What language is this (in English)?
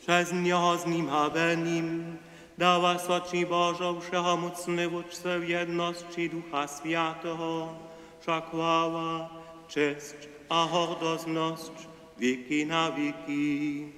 Upper Sorbian